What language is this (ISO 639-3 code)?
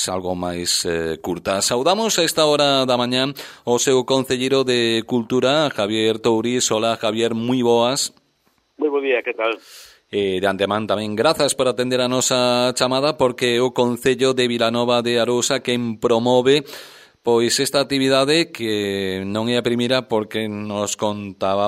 glg